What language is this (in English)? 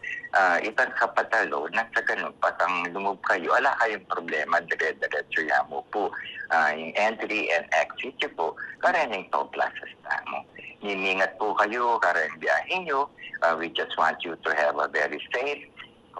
Pampanga